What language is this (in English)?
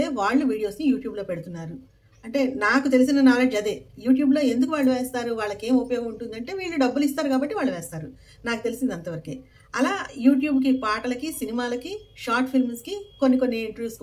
Telugu